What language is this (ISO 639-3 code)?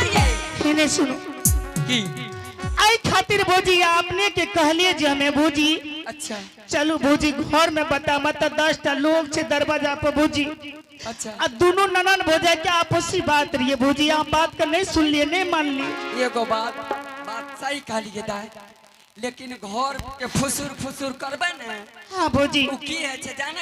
anp